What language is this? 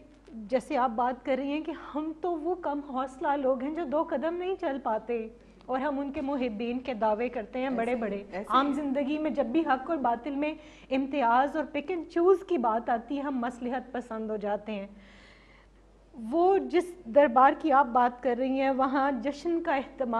Urdu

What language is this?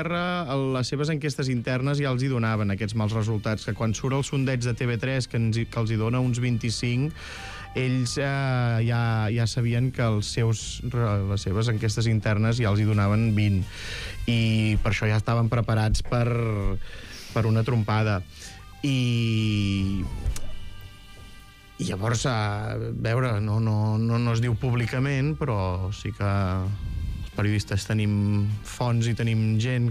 Catalan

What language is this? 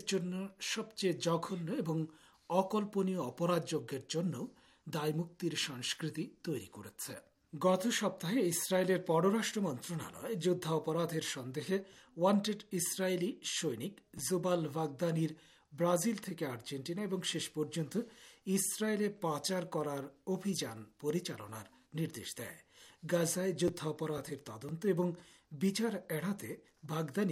Bangla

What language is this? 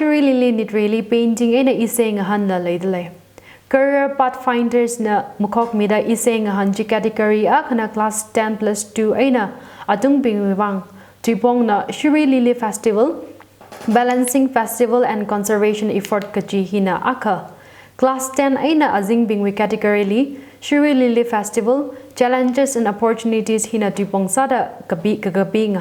Tangkhul Naga (India)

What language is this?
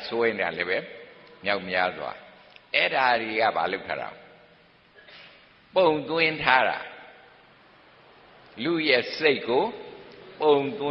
Burmese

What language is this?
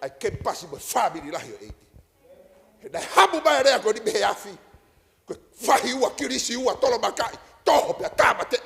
Tongan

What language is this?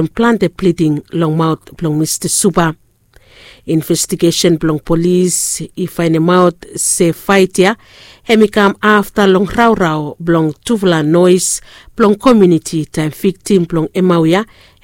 Bislama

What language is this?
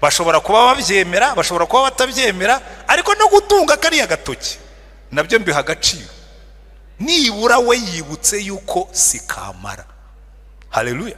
Kinyarwanda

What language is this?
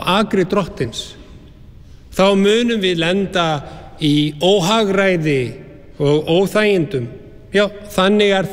Icelandic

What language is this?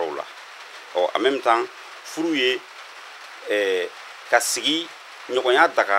Bambara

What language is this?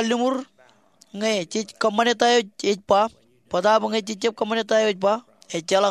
Marshallese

